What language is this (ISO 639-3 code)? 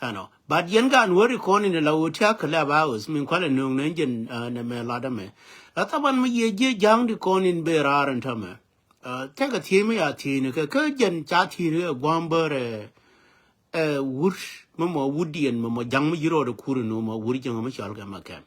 nus